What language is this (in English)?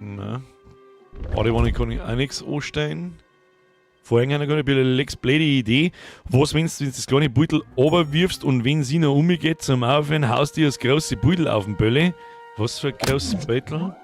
Bavarian